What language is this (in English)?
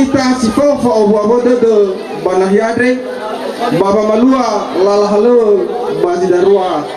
Nias